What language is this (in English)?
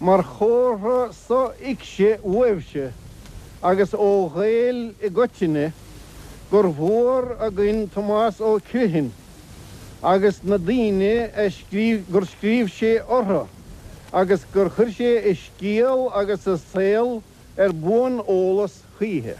Irish